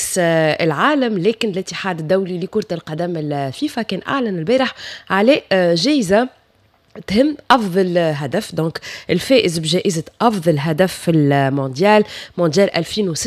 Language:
Tunisian Arabic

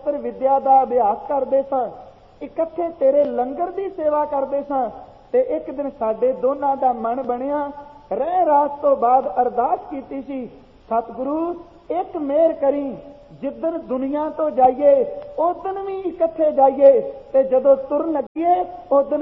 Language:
Punjabi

